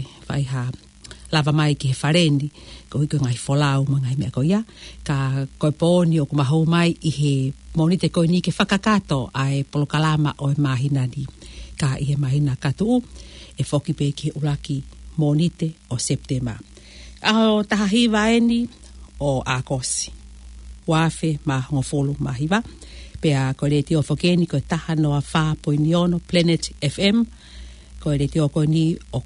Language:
Tongan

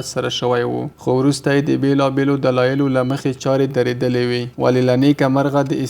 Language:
Pashto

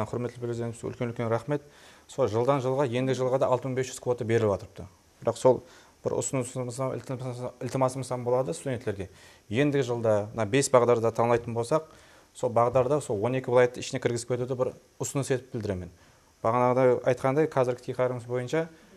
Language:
Kara-Kalpak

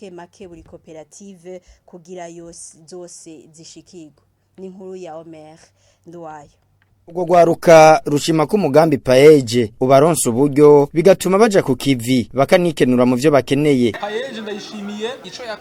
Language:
Rundi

